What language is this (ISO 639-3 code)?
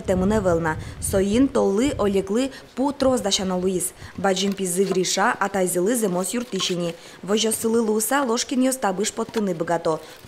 udm